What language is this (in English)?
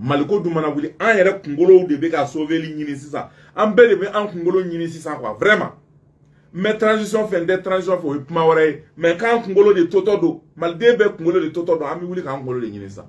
Bambara